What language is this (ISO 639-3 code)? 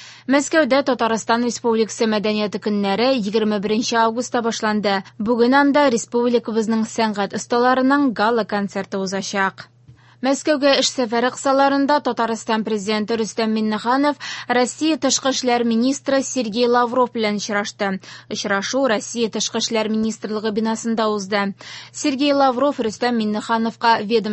tat